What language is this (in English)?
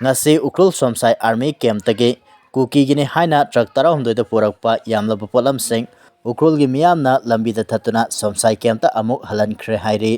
Manipuri